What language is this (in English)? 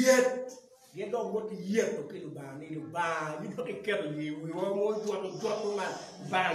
Acoli